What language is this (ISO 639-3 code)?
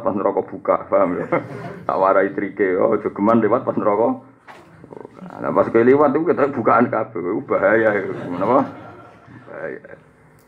jav